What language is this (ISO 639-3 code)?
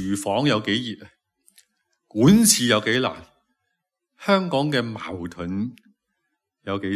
yue